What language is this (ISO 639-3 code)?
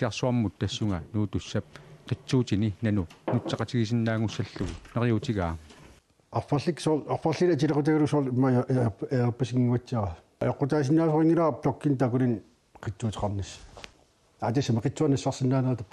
kal